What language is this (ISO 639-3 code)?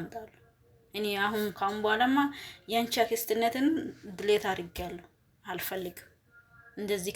amh